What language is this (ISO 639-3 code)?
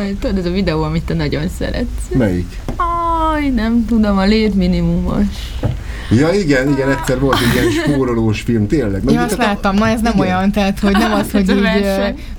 hun